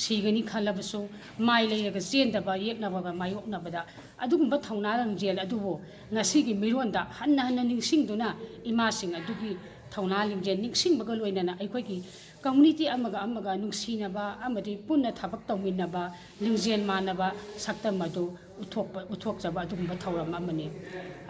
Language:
Manipuri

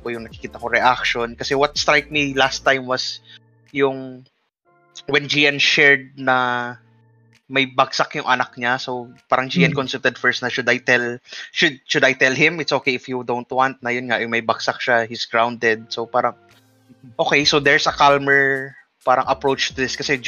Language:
Filipino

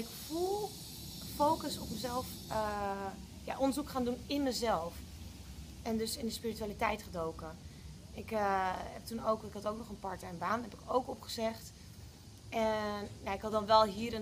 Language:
Dutch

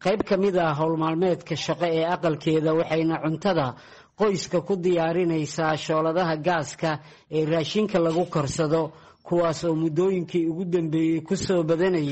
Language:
Somali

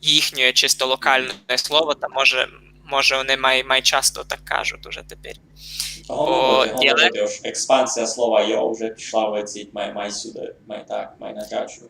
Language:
Rusyn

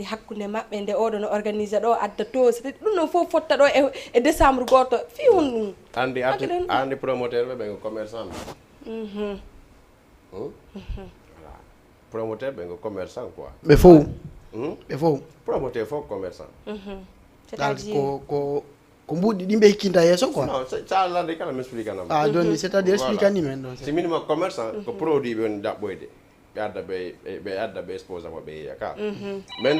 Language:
Fula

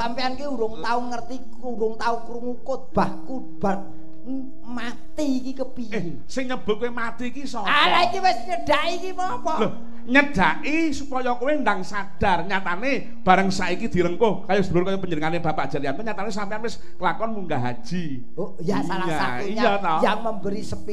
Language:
Javanese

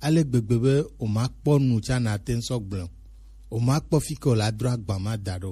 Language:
Gen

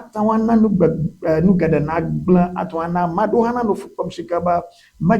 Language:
Ewe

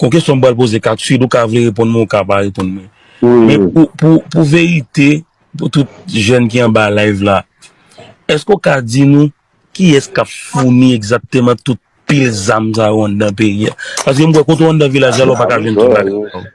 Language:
Haitian Creole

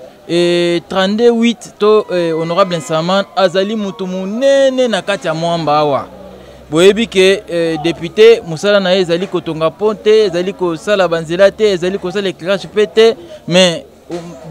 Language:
Lingala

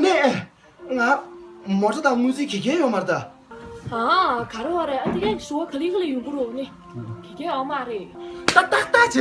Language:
Tibetan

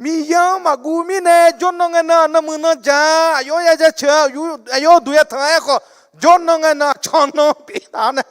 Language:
Akha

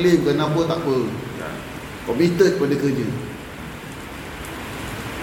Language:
Malay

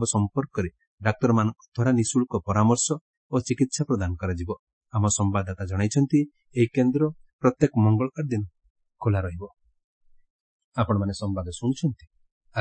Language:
Odia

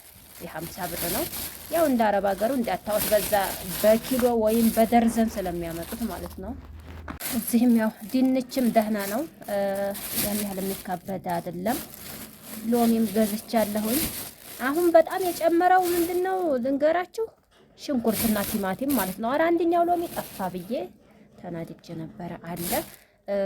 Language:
Amharic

